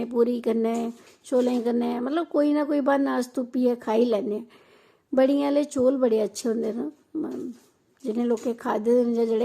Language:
Dogri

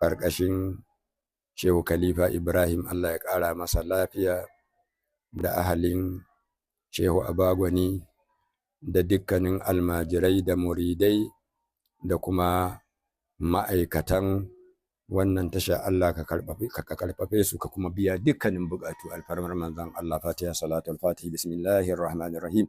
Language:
Hausa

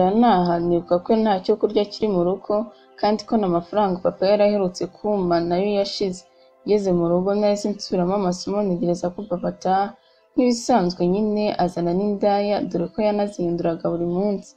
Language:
Kinyarwanda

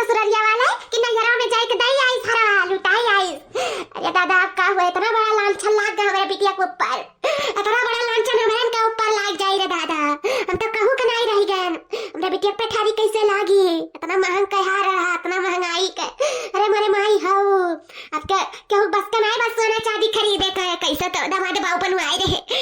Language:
Awadhi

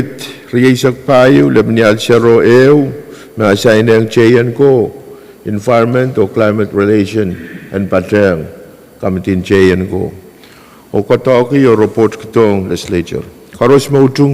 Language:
Pohnpeian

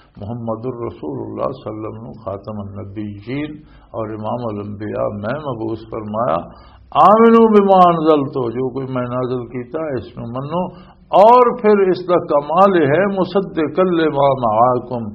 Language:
Western Panjabi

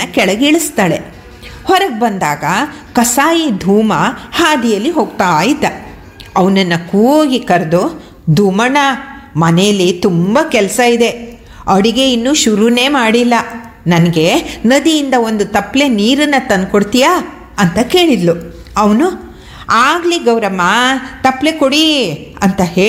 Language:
Kannada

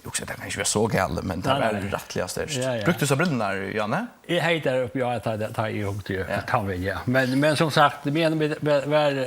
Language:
Faroese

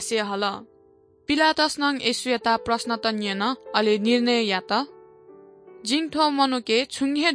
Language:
Newari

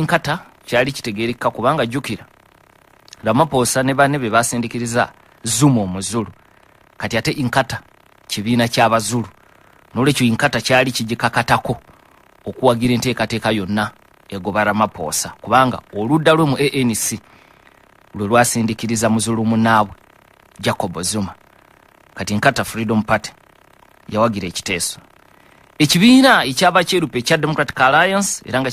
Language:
Ganda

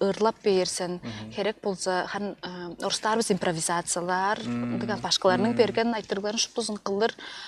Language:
Tuvinian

